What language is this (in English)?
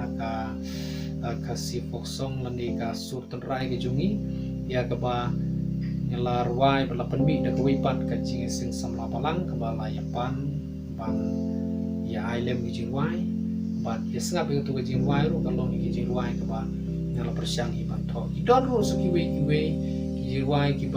Khasi